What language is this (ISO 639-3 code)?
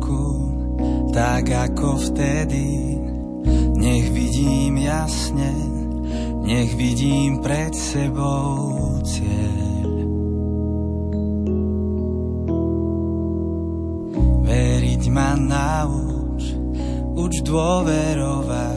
slk